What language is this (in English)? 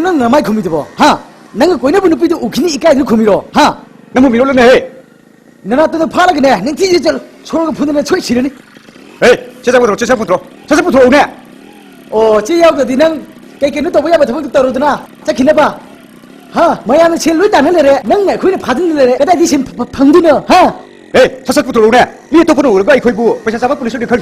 Manipuri